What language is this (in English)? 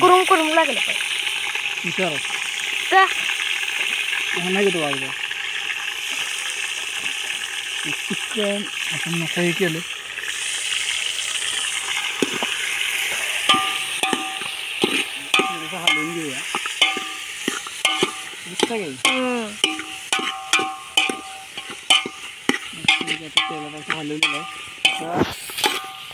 Marathi